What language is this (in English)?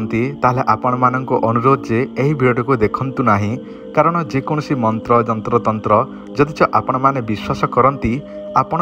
Odia